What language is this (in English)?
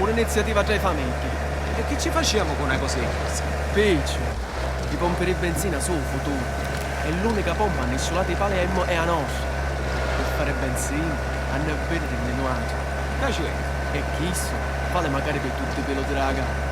Sicilian